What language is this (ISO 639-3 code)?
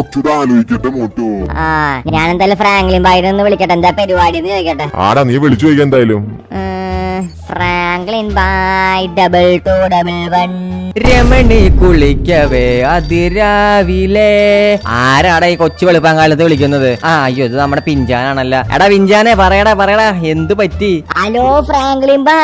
mal